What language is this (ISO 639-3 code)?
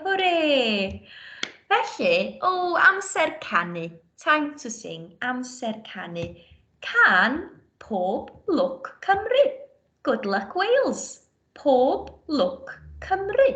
cym